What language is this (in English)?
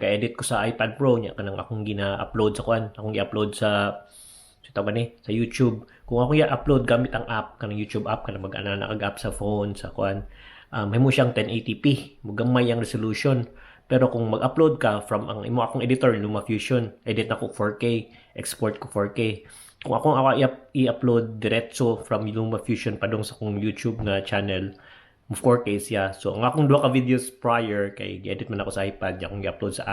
Cebuano